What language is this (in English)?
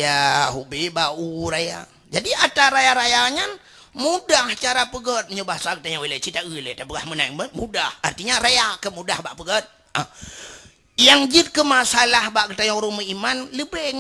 Achinese